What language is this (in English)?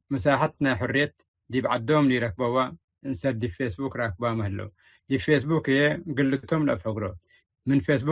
Tigre